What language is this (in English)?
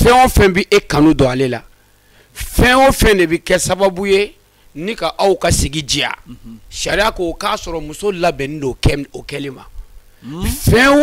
Bambara